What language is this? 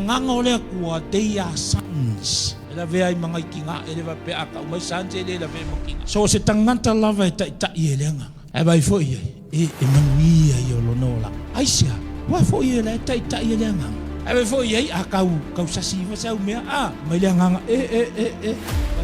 Samoan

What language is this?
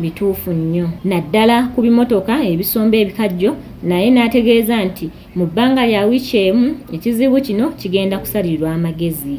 Ganda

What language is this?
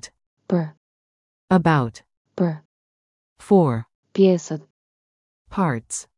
Albanian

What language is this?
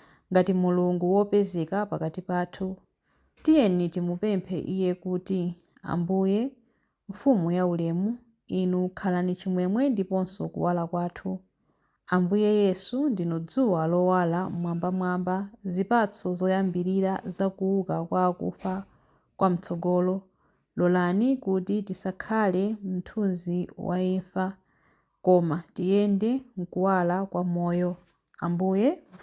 Nyanja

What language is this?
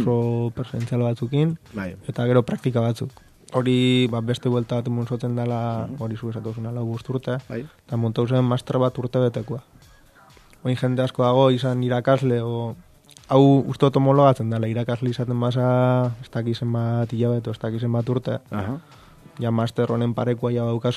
Basque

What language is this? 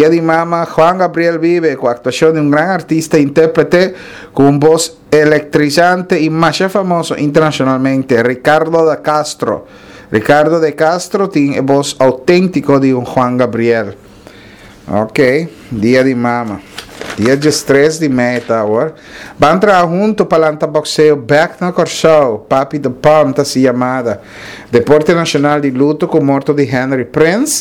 Papiamento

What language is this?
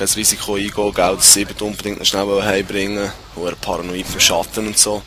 Swiss German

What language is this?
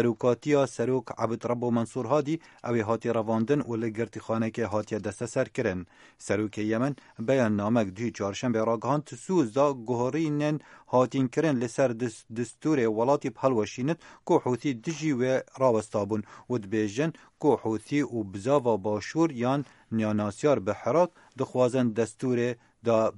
Kurdish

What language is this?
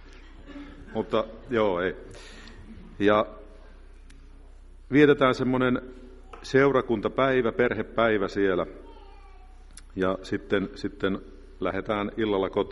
Finnish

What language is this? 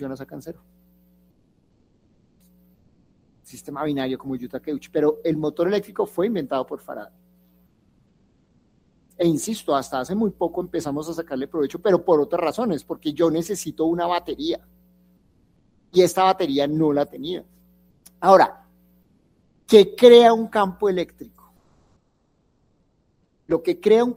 Spanish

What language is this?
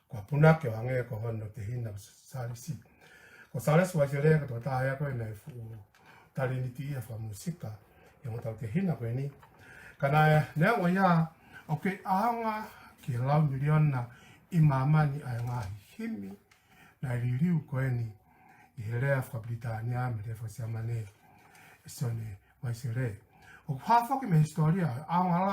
Tongan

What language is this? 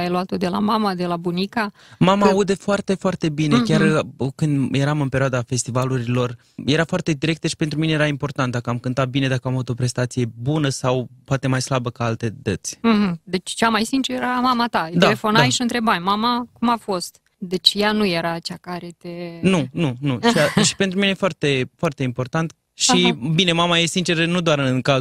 Romanian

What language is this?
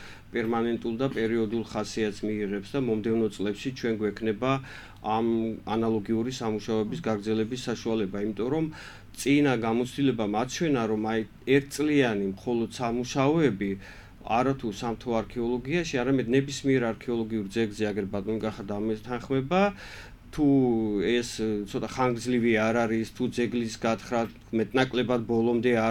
Georgian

